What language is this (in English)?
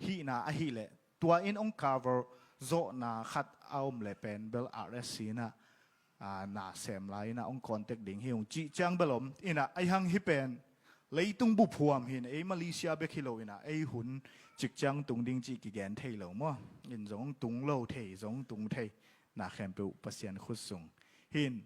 Tedim Chin